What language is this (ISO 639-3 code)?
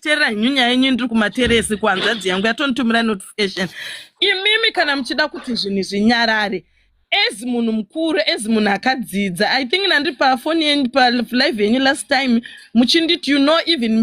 sna